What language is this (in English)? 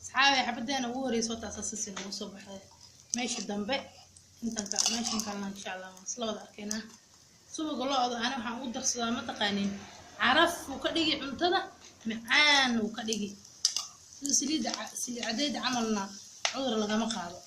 Somali